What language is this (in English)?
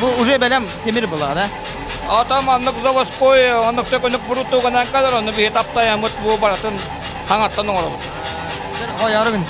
Yakut